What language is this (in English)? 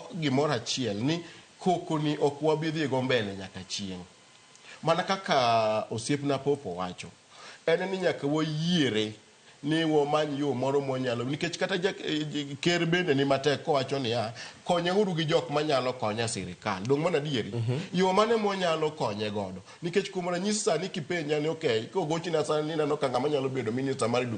Luo (Kenya and Tanzania)